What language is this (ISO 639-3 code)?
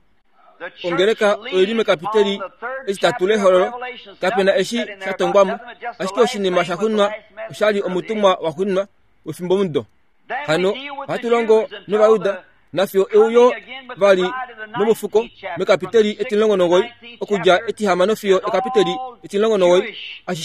kua